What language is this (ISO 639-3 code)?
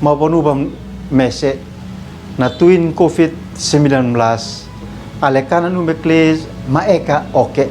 aoz